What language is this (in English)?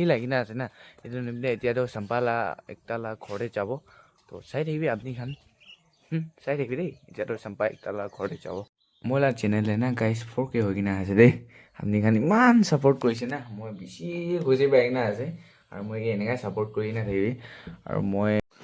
Naga Pidgin